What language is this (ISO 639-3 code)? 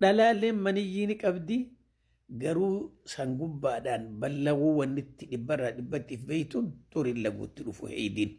orm